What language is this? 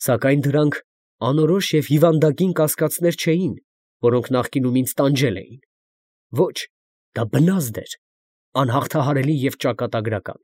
Armenian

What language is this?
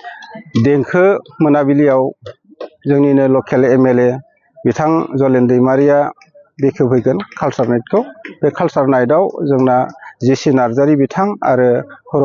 Bodo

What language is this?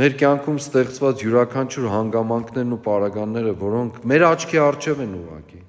Armenian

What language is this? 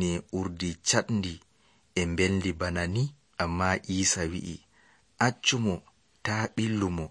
Nigerian Fulfulde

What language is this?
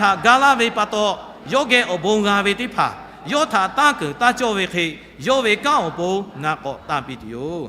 Lahu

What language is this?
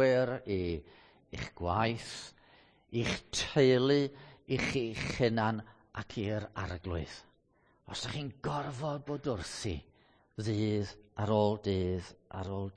Welsh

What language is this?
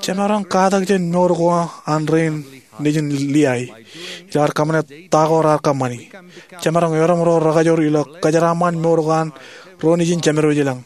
Marshallese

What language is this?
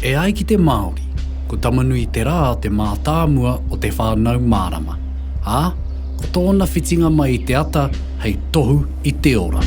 Māori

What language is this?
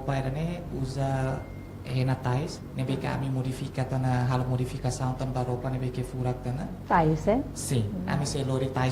Tetum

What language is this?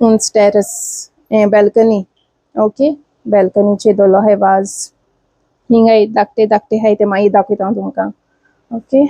Konkani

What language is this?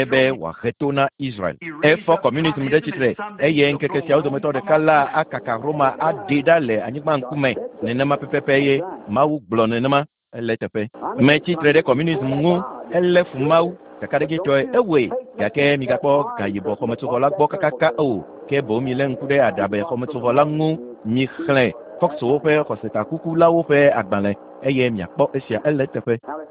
Ewe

